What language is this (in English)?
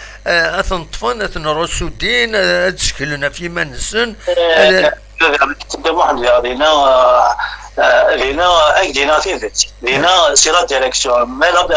Kabyle